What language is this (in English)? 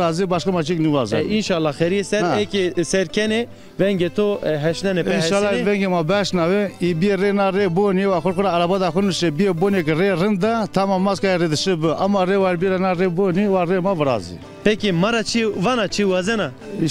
Zaza